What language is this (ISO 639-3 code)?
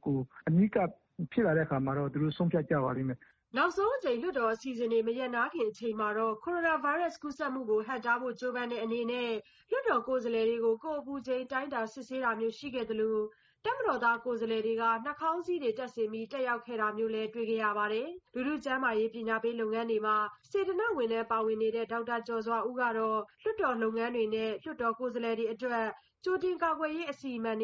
mya